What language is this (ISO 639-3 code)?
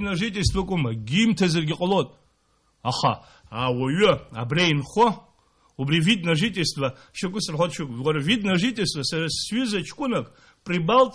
abk